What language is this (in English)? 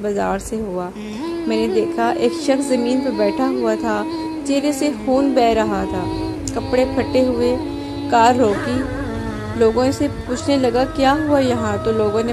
Urdu